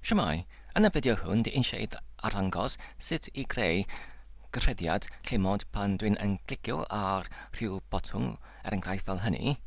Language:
Welsh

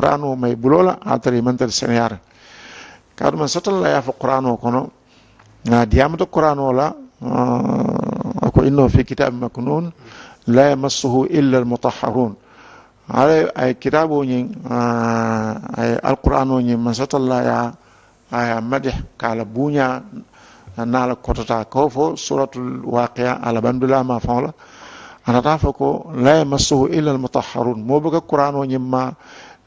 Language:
Mandingo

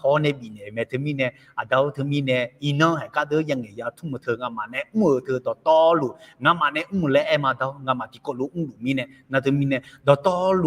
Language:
Akha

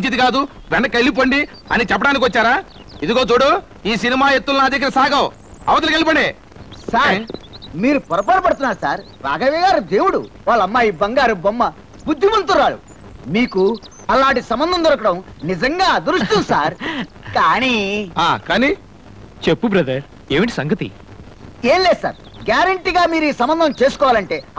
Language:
Telugu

